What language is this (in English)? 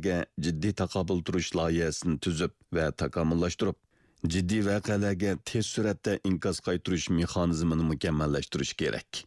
Uyghur